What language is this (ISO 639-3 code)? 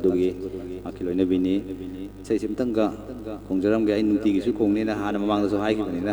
mni